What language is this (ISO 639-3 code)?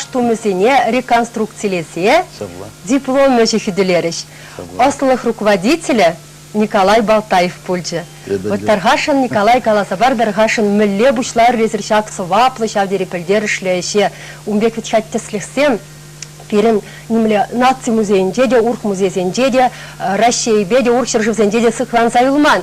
chv